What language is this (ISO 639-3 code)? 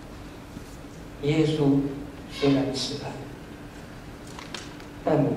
zho